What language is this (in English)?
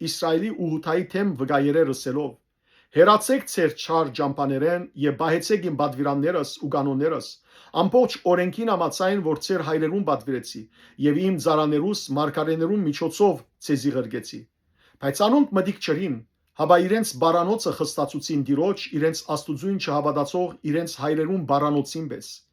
Western Armenian